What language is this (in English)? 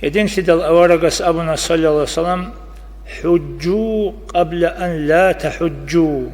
Avaric